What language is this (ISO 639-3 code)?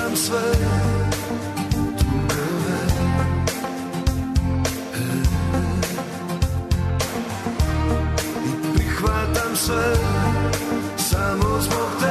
srp